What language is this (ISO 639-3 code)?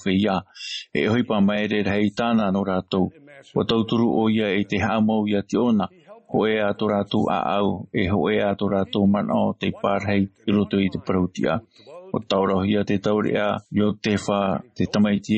tah